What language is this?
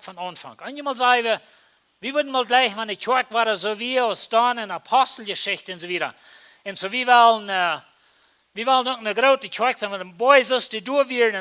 Plautdietsch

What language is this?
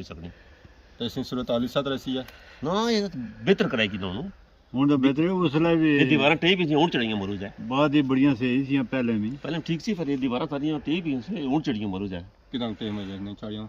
Pahari-Potwari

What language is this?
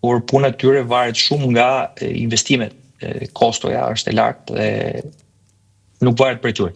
Albanian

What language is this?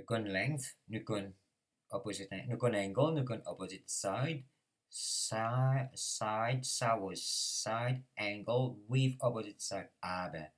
Morisyen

